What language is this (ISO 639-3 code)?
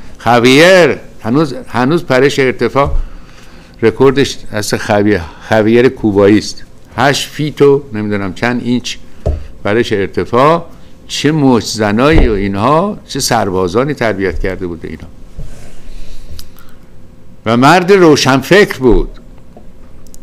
fas